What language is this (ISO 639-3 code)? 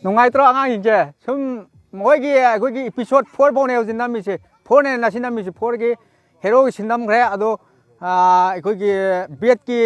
mni